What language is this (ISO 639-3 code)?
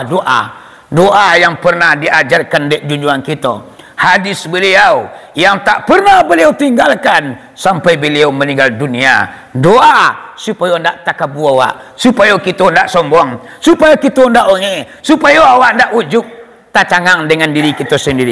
min